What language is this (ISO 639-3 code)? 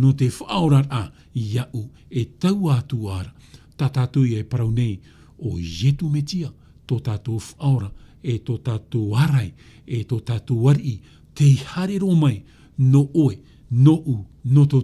tah